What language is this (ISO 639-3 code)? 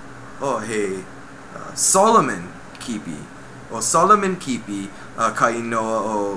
haw